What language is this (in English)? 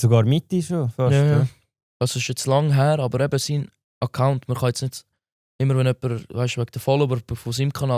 Swiss German